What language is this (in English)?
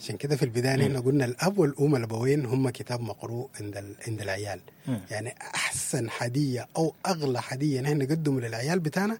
Sudanese Arabic